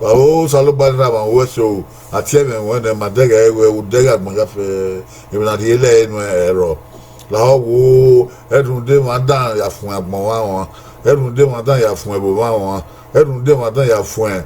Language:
Bini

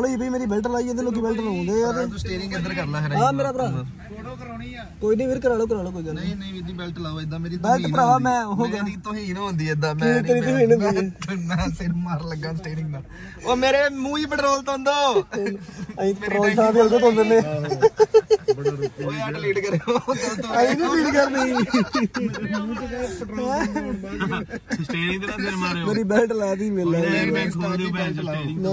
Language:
Punjabi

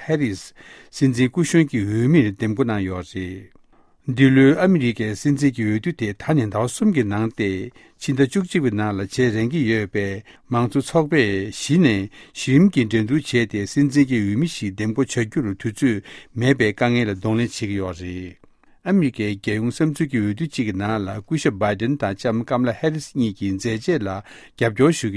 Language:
Tibetan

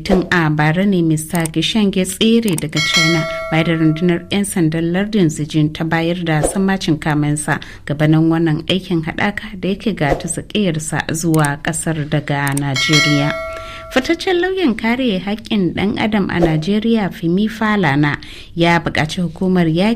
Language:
Hausa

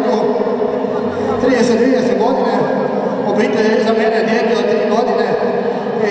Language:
Croatian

